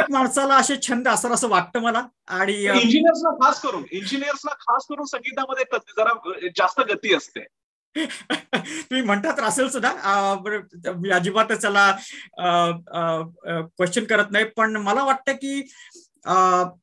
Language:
Marathi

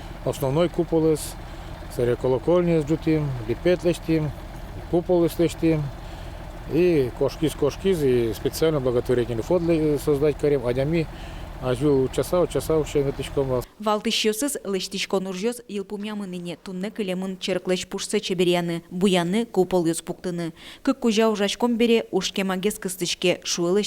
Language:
Udmurt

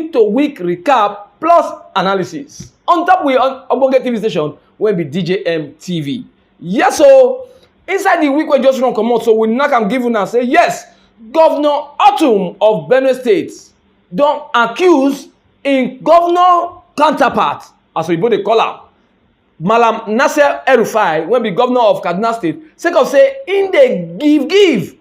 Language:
Nigerian Pidgin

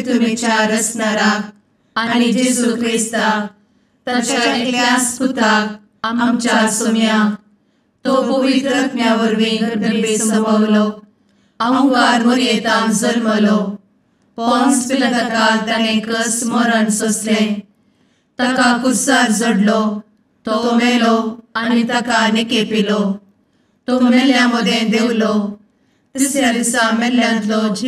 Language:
Konkani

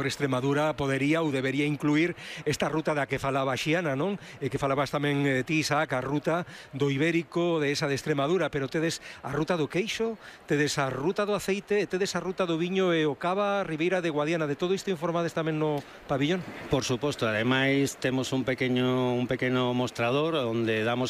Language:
Galician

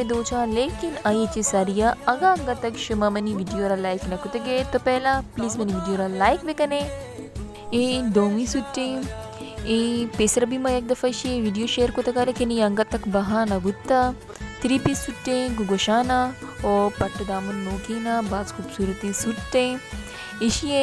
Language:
Baluchi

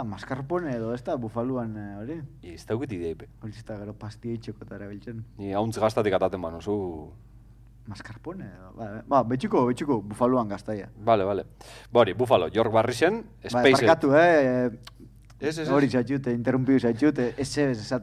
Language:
Basque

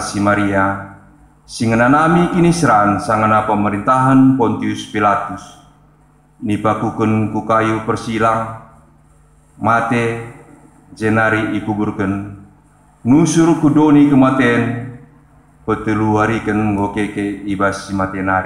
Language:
Batak Karo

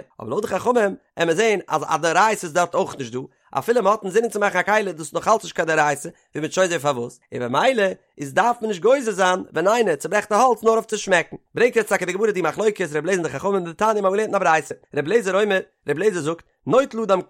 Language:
Yiddish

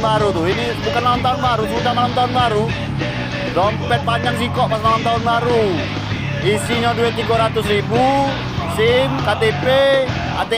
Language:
Musi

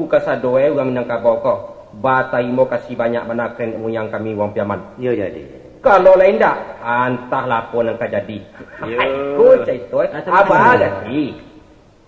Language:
Minangkabau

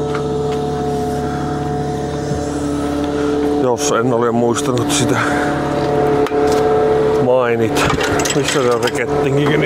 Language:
Finnish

